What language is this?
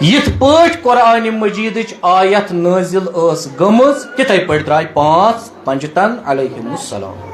Kashmiri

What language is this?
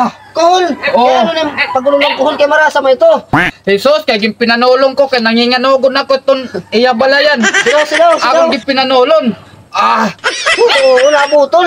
Waray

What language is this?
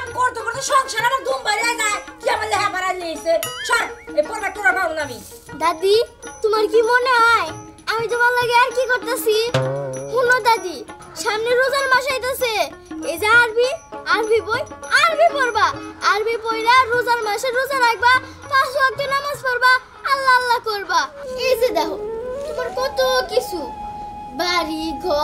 Bangla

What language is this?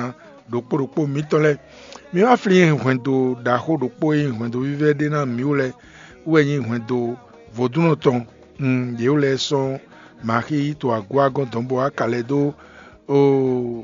Fon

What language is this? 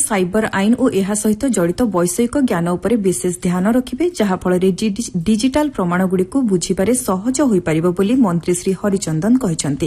Odia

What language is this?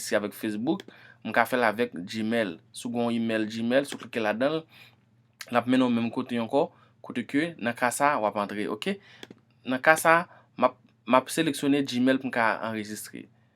Haitian Creole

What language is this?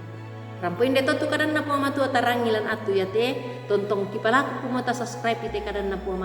Toraja-Sa'dan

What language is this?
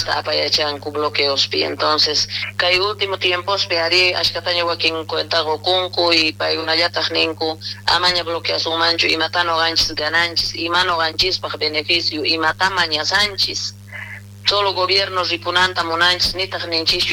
South Bolivian Quechua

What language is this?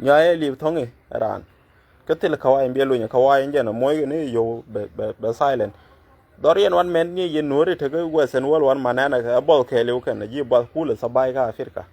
Nuer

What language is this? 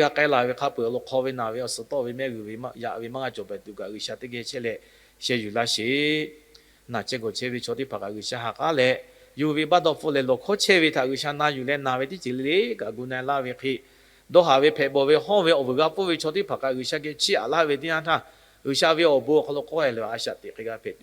Lahu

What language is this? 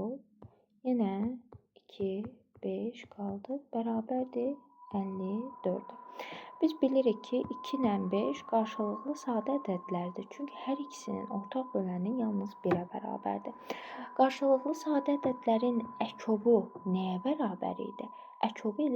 Azerbaijani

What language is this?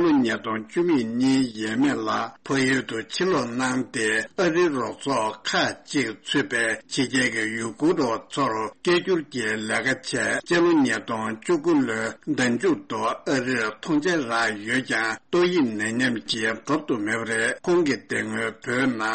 Tibetan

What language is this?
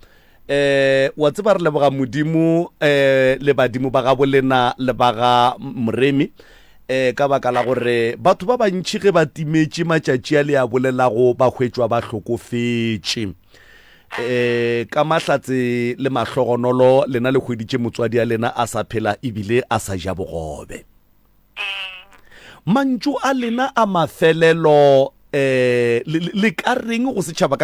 Northern Sotho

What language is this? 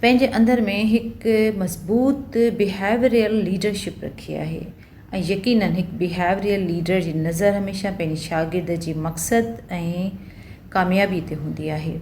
Sindhi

